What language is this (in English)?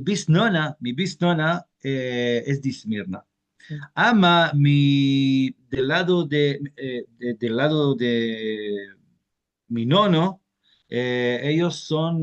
Ladino